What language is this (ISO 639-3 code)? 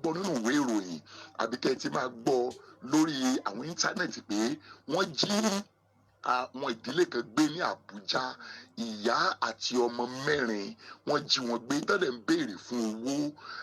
yor